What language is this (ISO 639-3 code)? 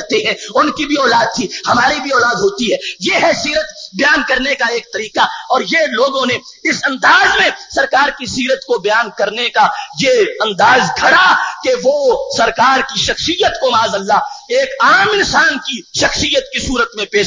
urd